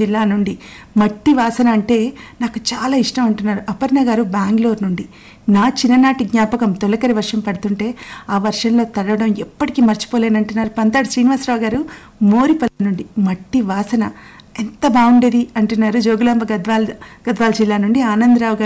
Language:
Telugu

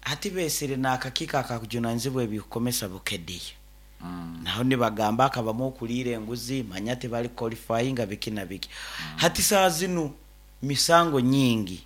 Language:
Nyoro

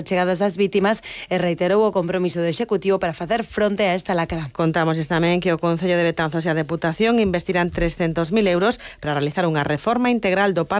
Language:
Galician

